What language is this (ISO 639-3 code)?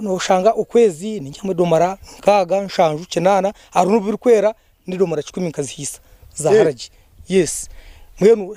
nyn